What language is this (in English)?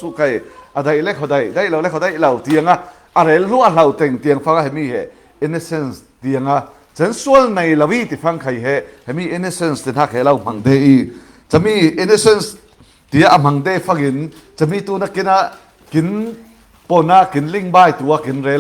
Falam Chin